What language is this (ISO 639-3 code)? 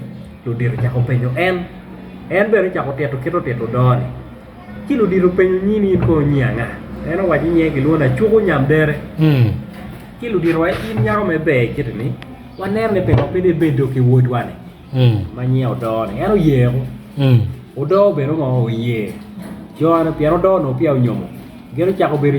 ach